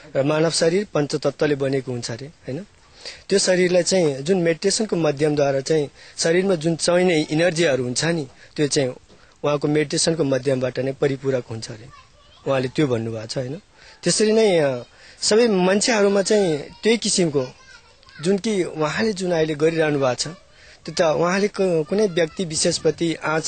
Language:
Nepali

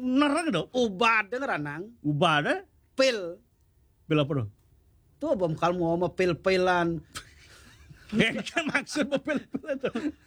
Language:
Balinese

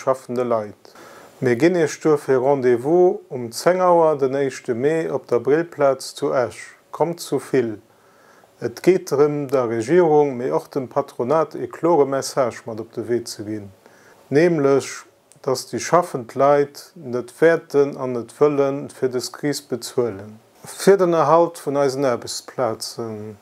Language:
Luxembourgish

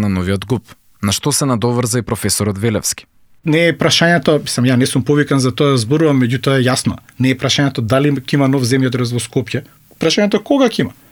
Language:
Macedonian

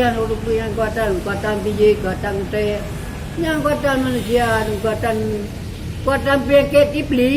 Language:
Achinese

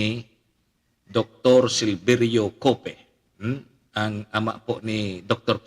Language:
Bikol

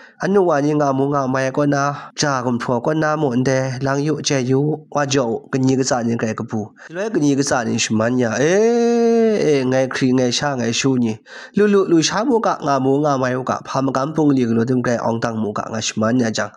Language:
Kachin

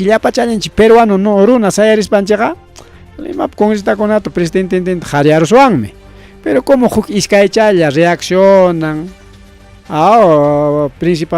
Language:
Ayacucho Quechua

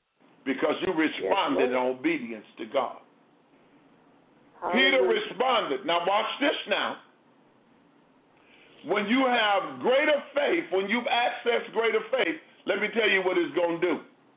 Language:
English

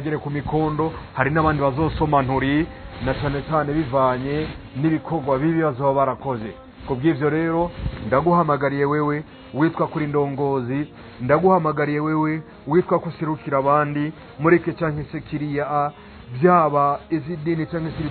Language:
Rundi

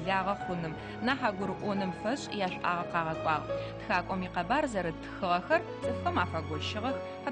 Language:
Adyghe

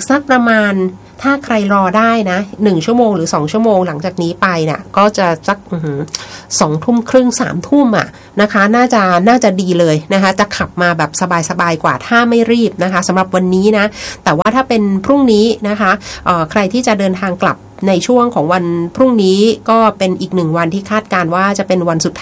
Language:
Thai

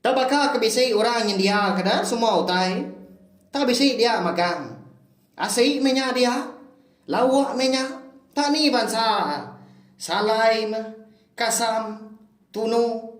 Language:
Iban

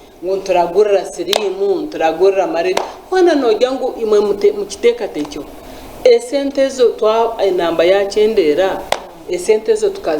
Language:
Nyankole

